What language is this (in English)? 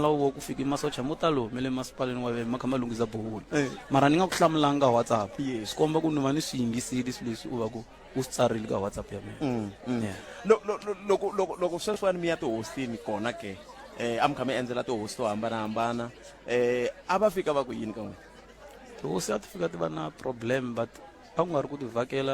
Tsonga